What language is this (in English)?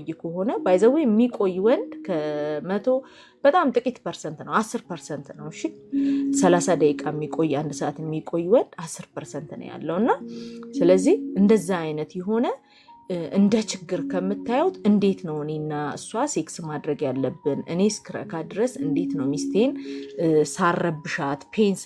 Amharic